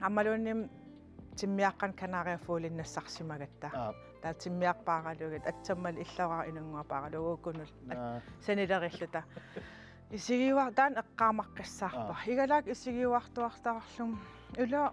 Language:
Kalaallisut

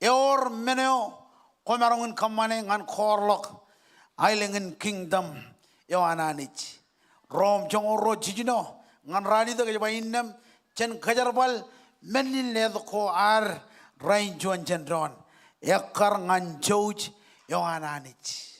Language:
Marshallese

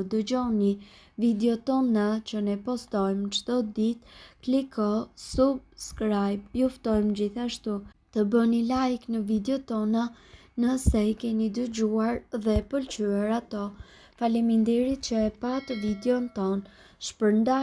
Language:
Albanian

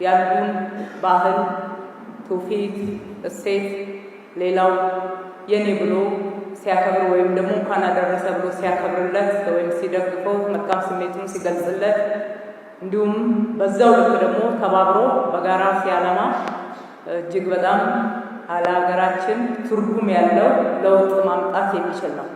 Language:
Amharic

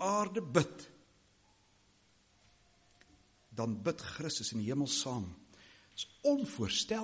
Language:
Afrikaans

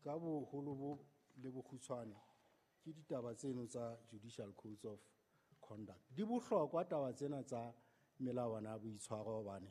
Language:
Southern Sotho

